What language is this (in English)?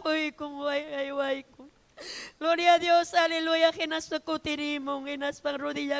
Ayacucho Quechua